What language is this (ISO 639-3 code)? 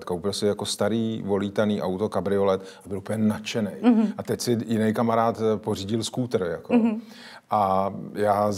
ces